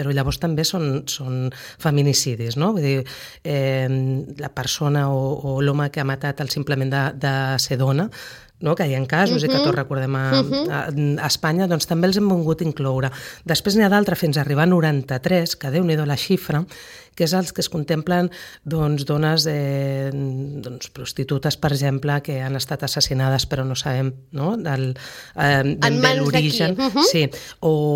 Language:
Catalan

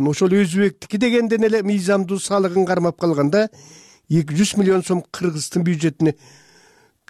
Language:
Kyrgyz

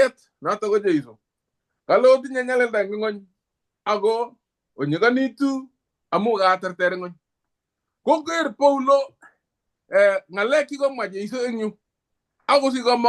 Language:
Kalenjin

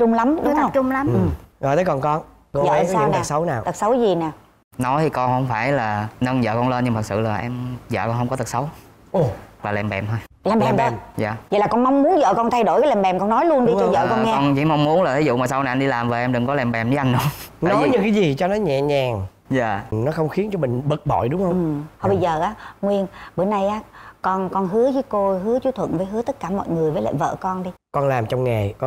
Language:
Vietnamese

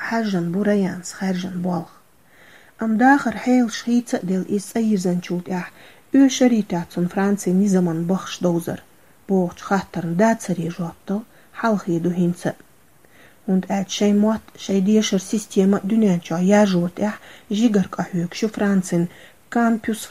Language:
Chechen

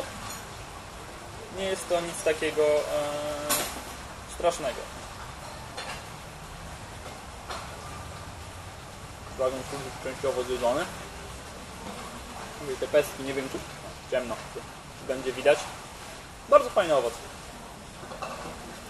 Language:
Polish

